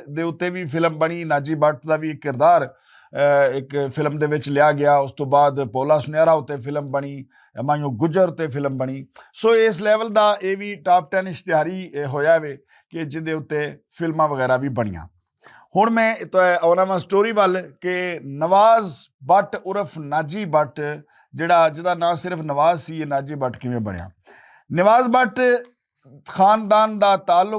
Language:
Western Panjabi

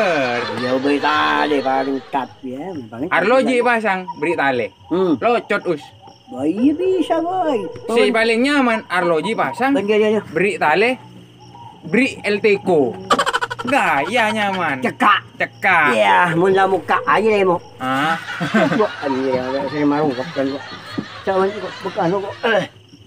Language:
Madurese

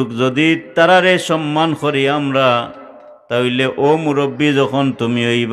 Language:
Sylheti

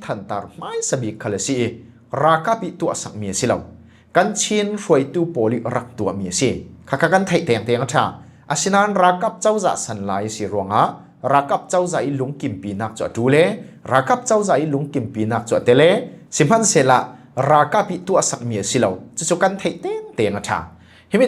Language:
Falam Chin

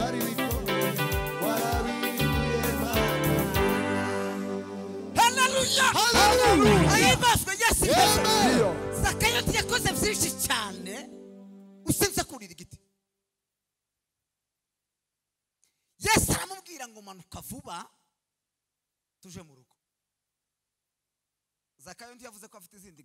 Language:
Kinyarwanda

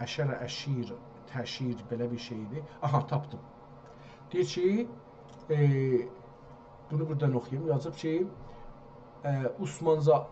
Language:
South Azerbaijani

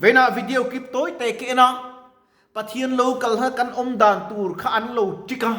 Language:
Mizo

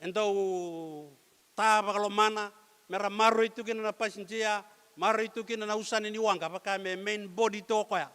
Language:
Fijian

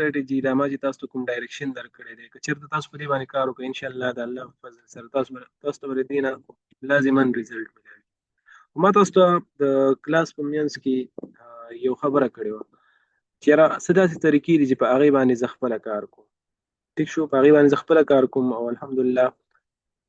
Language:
Pashto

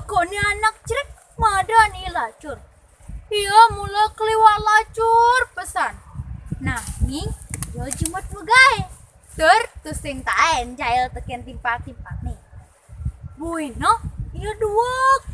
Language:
Balinese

